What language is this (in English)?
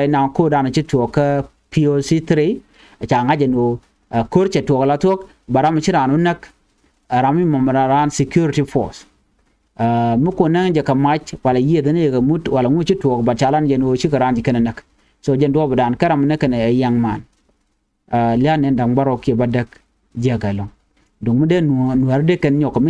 Nuer